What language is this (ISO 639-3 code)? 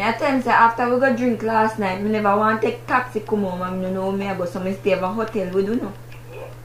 jam